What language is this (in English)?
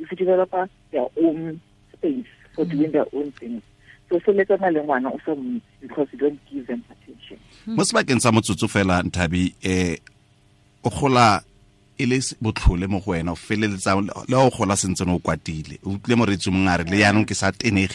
Tswana